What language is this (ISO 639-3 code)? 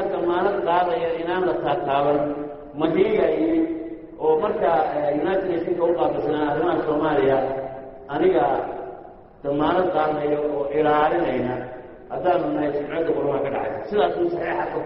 som